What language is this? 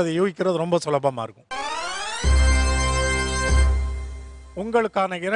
Tamil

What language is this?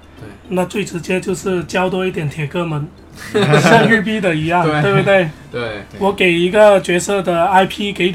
Chinese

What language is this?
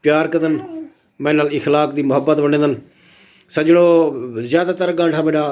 Saraiki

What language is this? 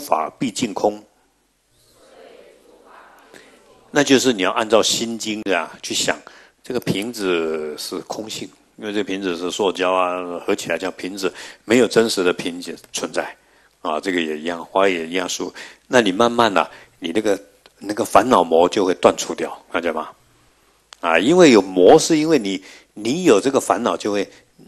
Chinese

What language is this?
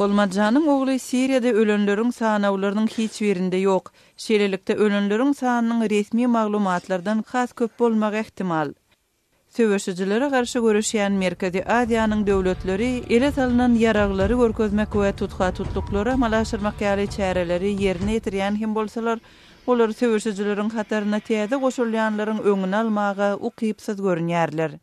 Turkmen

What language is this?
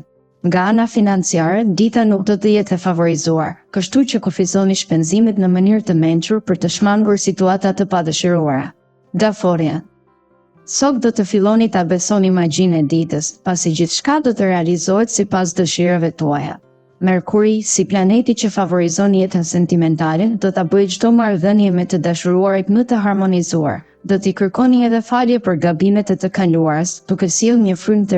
Albanian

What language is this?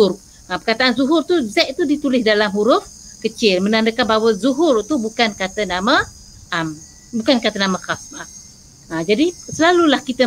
Malay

